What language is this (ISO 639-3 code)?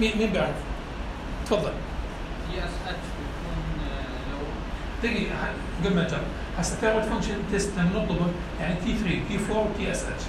apc